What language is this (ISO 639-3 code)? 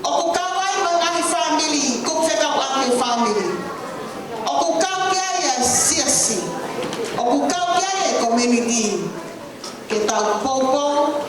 ton